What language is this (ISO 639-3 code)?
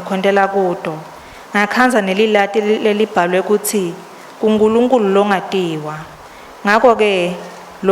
ssw